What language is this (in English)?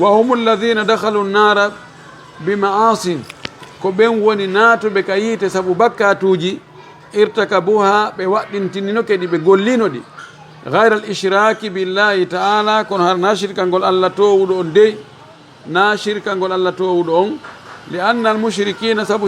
Fula